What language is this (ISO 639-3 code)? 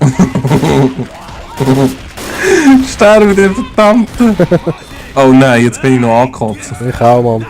gsw